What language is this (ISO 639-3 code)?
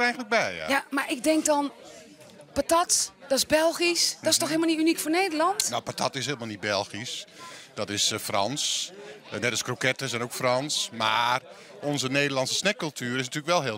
nld